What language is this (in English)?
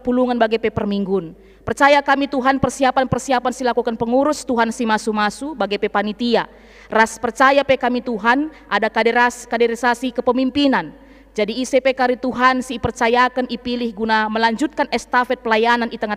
Batak Karo